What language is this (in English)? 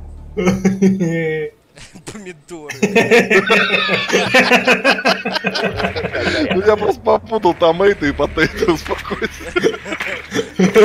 Russian